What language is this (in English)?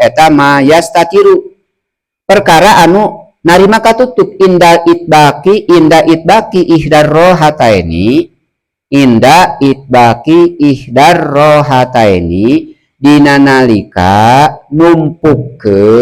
Sundanese